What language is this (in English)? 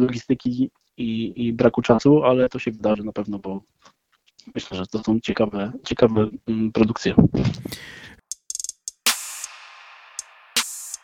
Polish